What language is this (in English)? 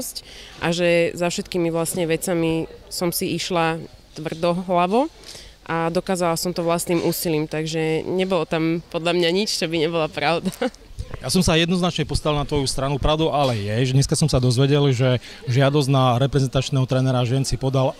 Slovak